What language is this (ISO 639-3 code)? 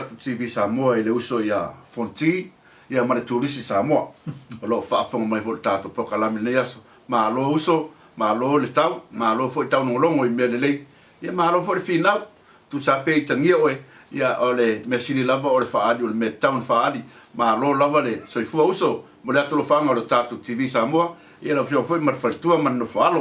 smo